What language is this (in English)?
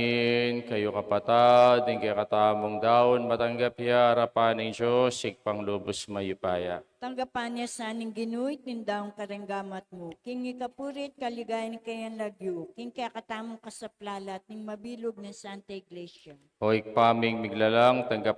Pampanga